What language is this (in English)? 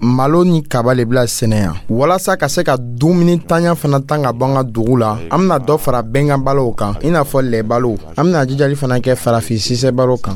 Dyula